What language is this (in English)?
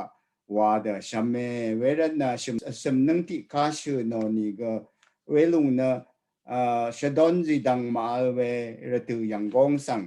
Rawang